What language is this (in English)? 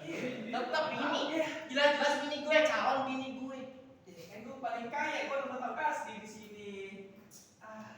Betawi